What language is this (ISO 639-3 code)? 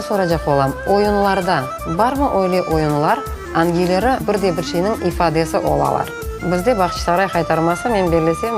crh